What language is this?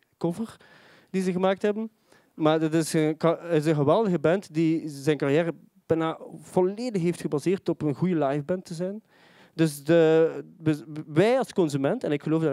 Dutch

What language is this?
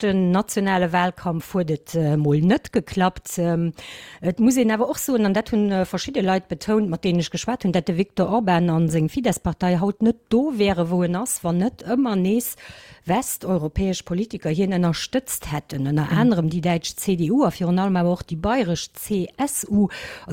Luxembourgish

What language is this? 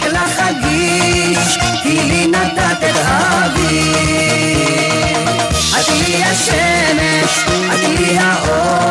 Hebrew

